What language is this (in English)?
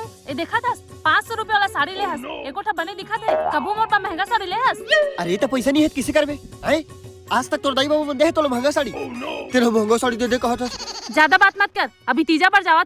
Chhattisgarhi